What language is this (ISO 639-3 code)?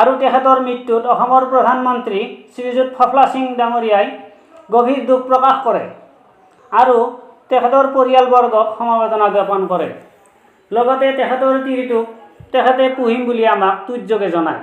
asm